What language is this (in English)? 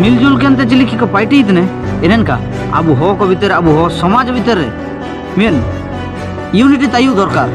Ho